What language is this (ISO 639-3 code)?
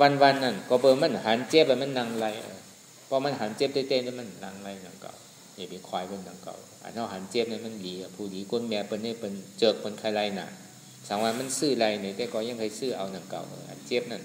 shn